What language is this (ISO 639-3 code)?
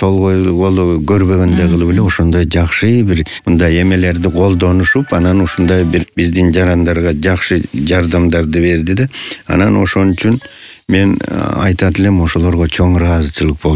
kir